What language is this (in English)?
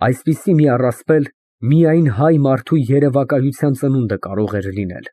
Armenian